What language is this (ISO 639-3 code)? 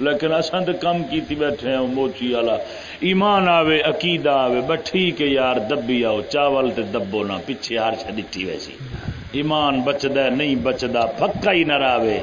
skr